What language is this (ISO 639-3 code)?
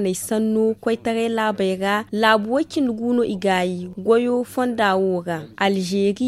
dje